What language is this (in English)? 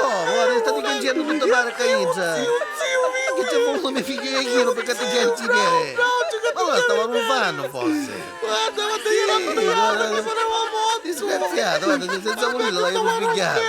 Neapolitan